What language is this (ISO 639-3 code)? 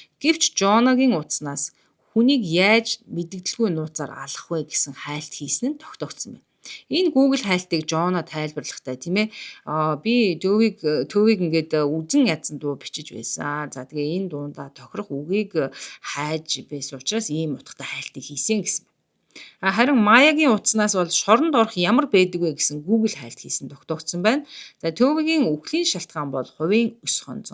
mon